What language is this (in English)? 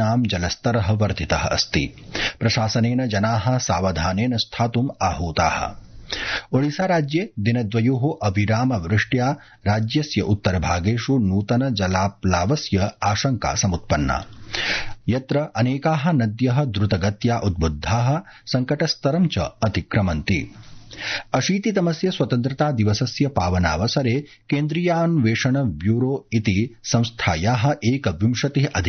Sanskrit